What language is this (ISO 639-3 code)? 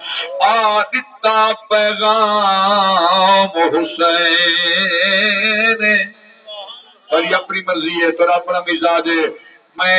skr